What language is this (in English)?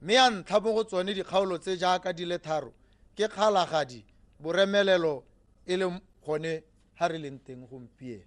Tswana